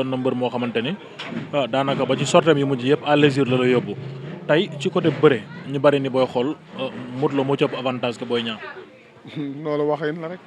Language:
Wolof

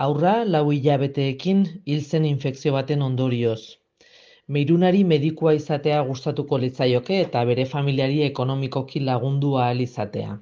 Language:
Basque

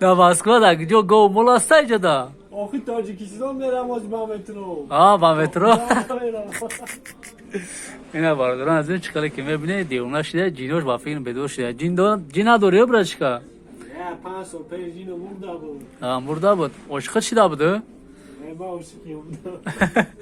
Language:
Tajik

